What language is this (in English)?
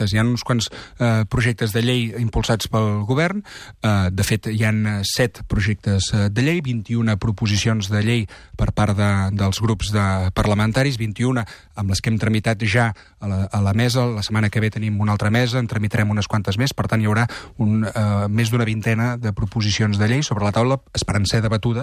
Catalan